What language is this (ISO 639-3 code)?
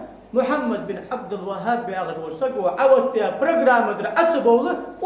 inh